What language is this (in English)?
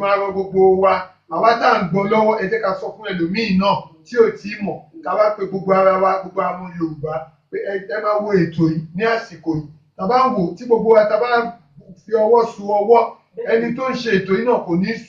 Yoruba